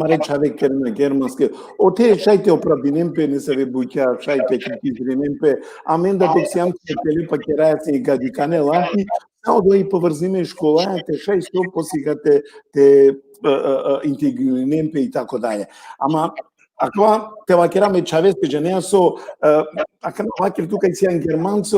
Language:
Balkan Romani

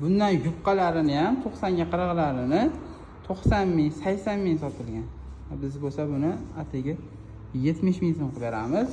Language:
Uzbek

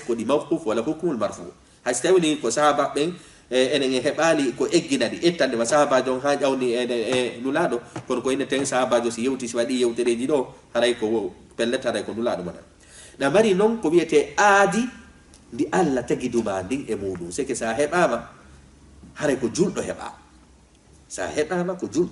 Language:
Fula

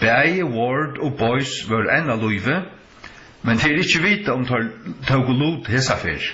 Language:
Faroese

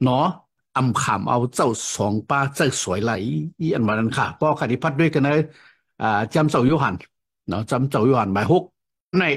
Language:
Shan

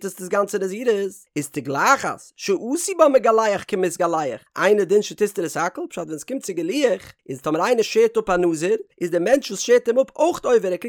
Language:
Yiddish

